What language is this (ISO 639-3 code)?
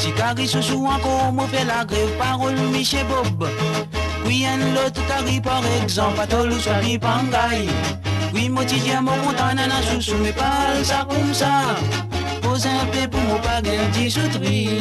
mfe